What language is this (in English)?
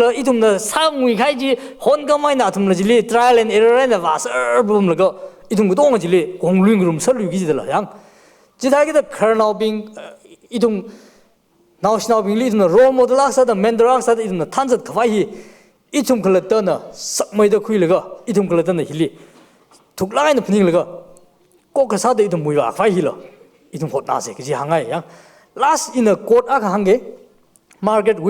Tangkhul Naga (India)